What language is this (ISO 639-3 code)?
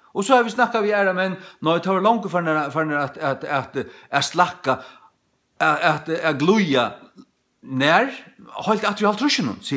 fao